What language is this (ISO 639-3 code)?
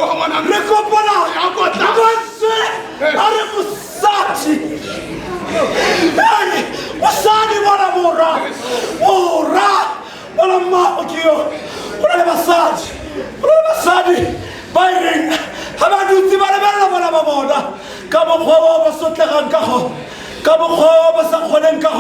tsn